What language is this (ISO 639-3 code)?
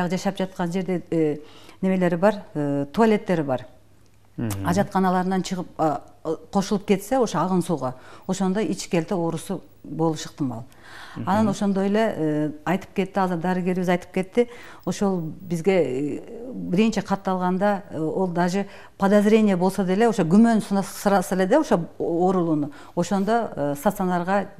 kir